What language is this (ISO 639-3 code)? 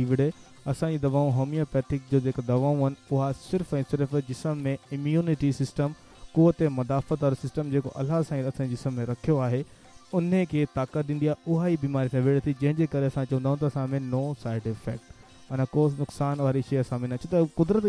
snd